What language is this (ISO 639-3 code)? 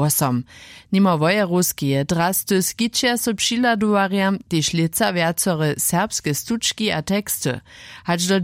hsb